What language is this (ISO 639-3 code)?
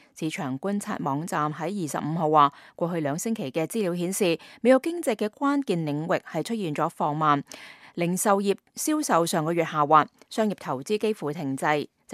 yue